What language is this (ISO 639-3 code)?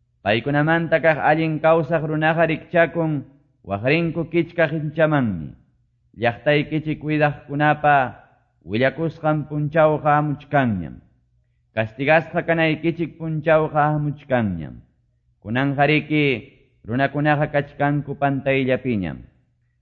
que